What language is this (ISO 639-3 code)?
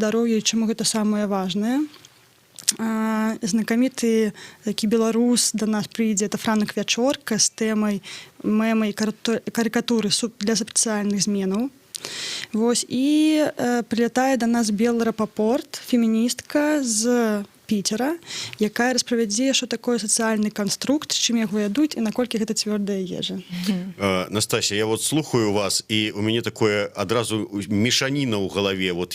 bel